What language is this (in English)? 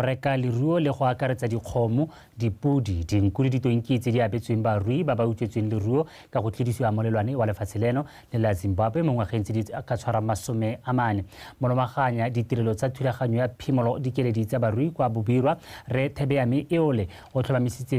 Tswana